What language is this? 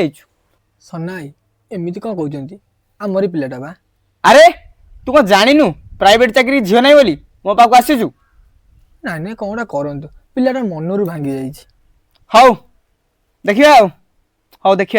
Odia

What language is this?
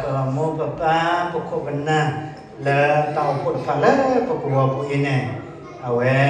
S'gaw Karen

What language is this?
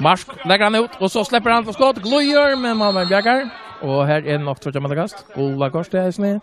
Faroese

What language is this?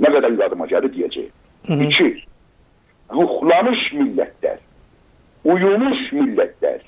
South Azerbaijani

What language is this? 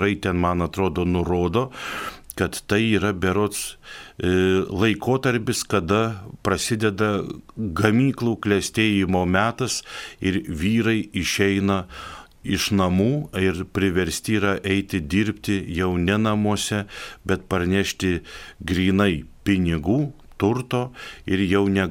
Lithuanian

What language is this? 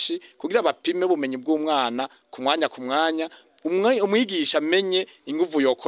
Rundi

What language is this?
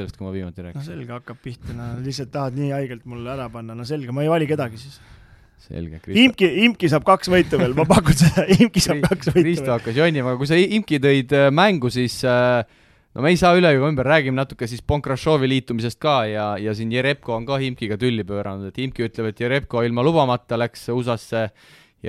Estonian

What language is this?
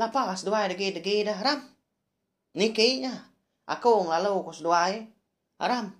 Iban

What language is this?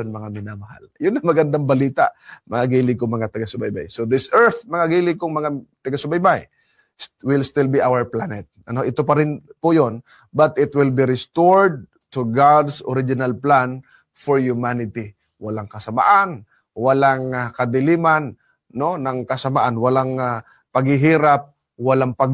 Filipino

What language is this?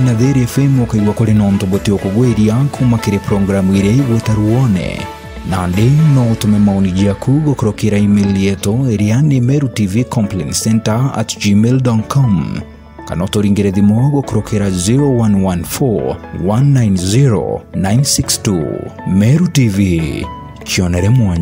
Meru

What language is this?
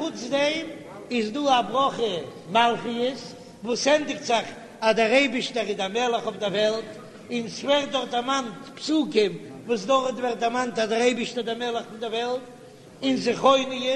Yiddish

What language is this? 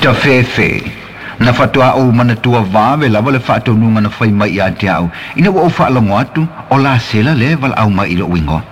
Samoan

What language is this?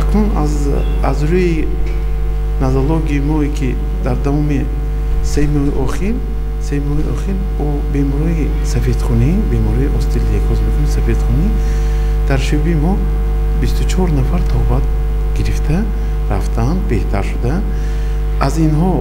Tajik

